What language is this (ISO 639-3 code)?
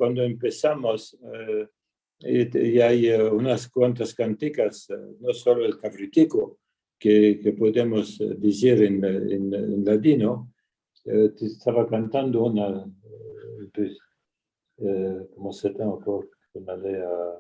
lad